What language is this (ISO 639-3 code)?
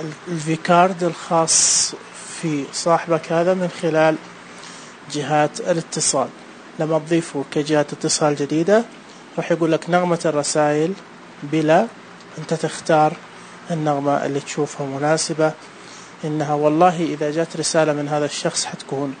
ars